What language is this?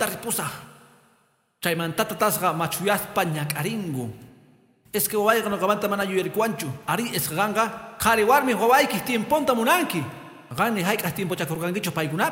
Quechua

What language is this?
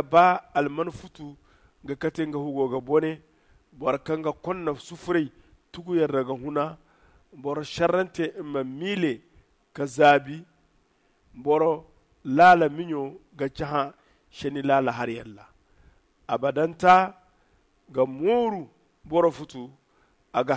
Zarma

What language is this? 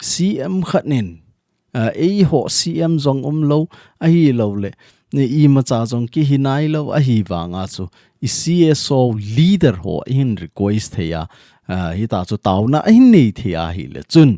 Thado Chin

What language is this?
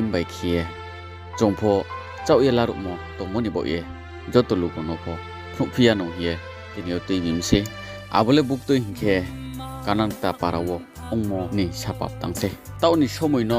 Riang (India)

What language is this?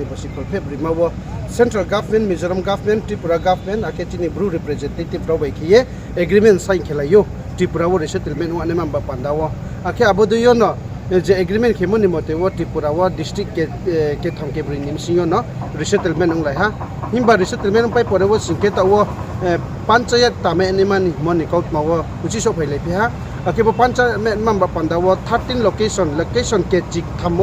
Riang (India)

